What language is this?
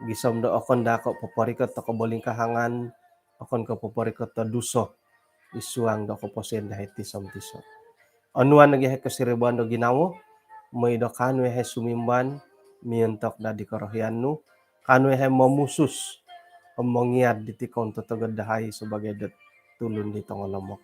Central Dusun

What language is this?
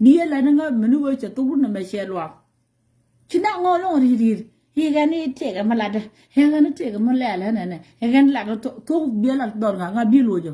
Nuer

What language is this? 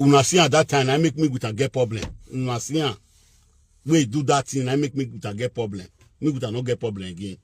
Nigerian Pidgin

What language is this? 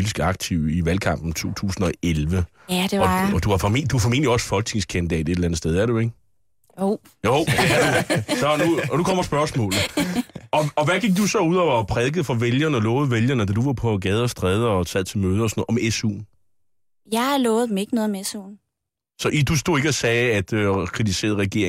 Danish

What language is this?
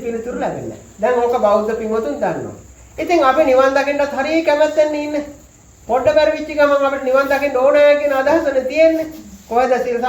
Sinhala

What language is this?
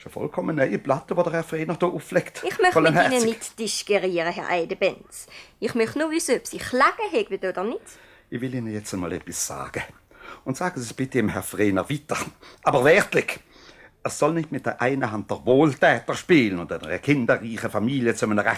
Swiss German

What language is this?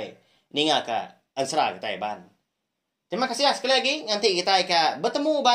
Iban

